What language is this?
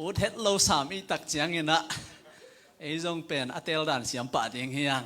Tedim Chin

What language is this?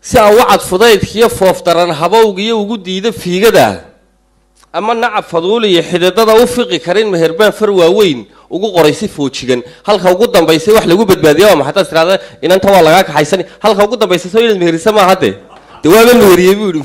Somali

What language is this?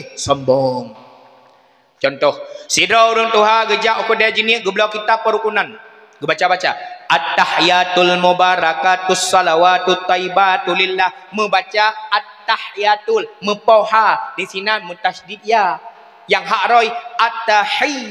Achinese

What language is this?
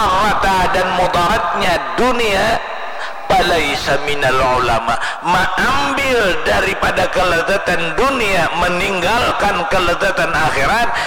Banjar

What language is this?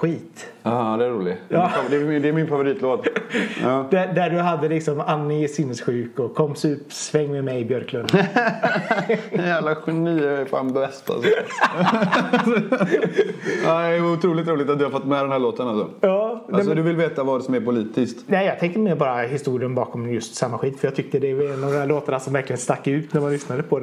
Swedish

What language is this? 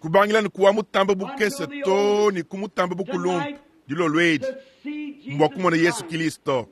Luba-Lulua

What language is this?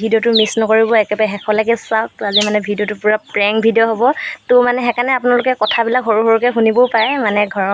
Assamese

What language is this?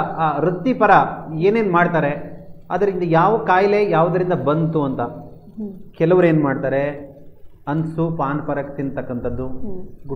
Kannada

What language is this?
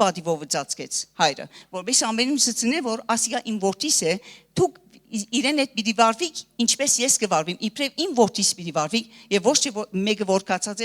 Western Armenian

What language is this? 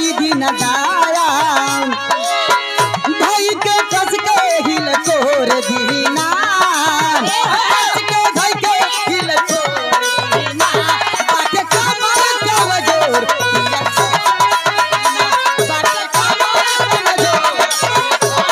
Bhojpuri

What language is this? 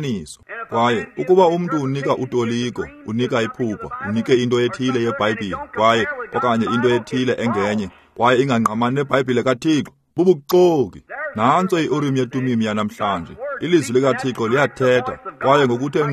Xhosa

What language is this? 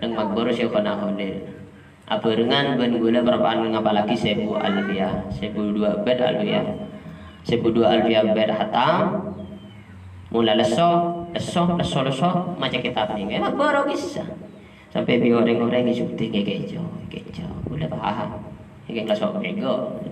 Madurese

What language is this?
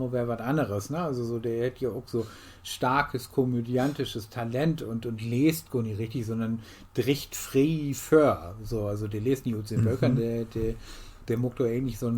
Low German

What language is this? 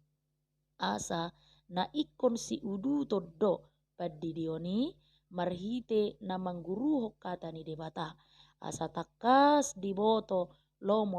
Batak Toba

